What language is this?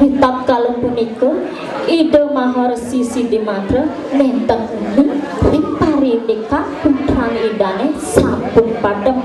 Balinese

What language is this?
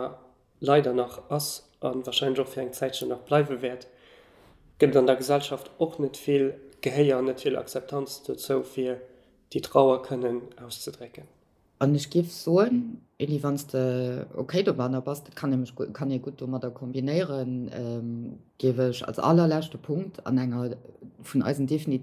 Luxembourgish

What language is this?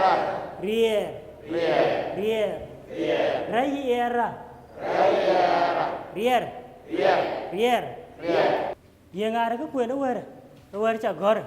Dinka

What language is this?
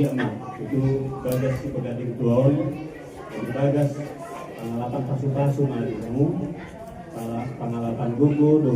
Batak Toba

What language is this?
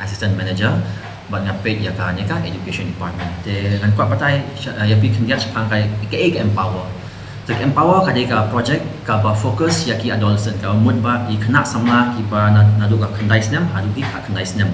Khasi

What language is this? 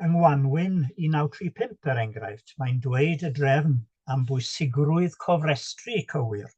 Welsh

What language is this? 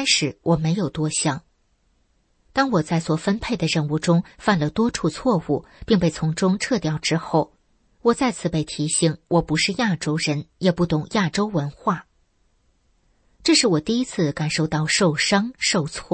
Chinese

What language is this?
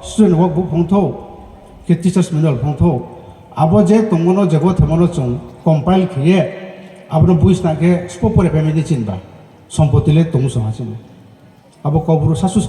Riang (India)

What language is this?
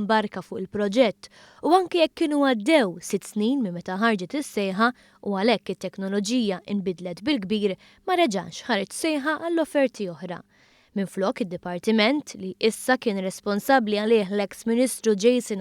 Maltese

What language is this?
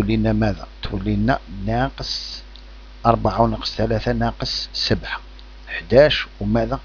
Algerian Arabic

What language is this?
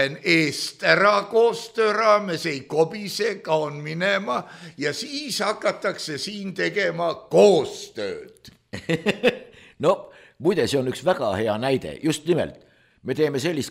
Estonian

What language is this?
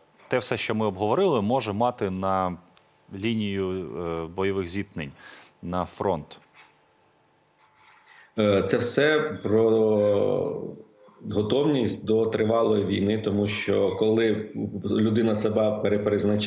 Ukrainian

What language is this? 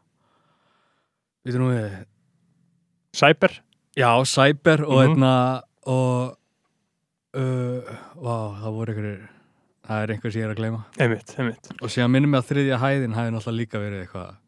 Icelandic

